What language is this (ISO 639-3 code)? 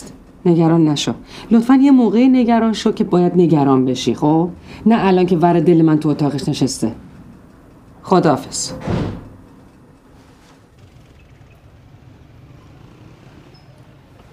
fas